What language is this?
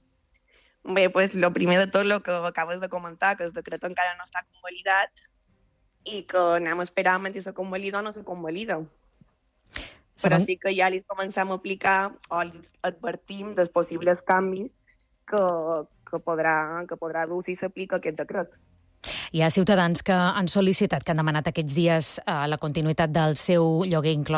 Catalan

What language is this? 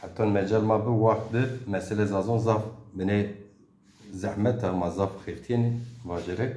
Zaza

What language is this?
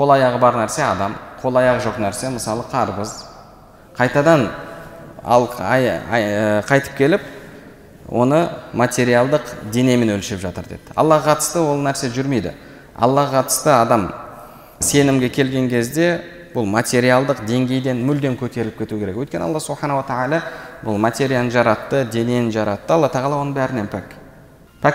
Kazakh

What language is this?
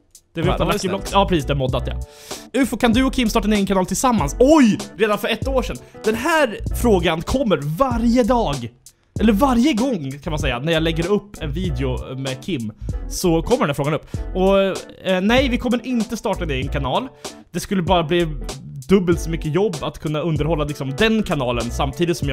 Swedish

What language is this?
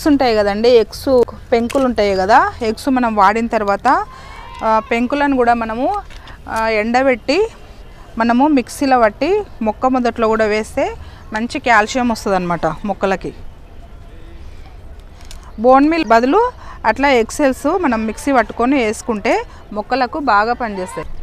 Telugu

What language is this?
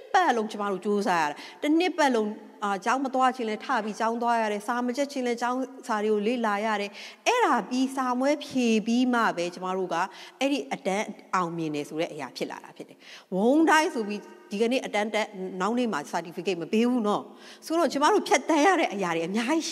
Burmese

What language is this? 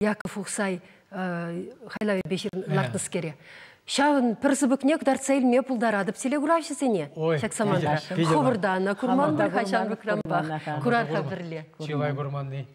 Chuvash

